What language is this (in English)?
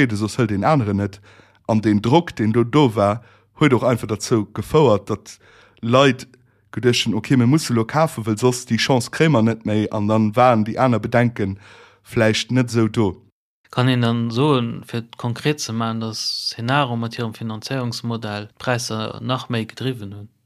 Luxembourgish